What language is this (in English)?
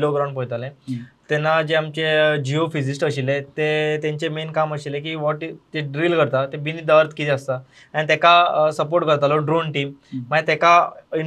Konkani